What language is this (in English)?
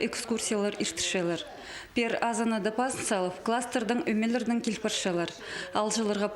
Khakas